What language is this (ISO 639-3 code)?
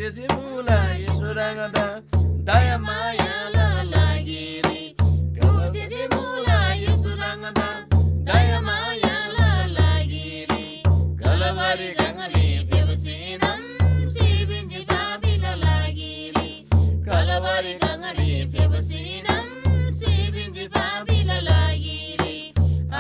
taj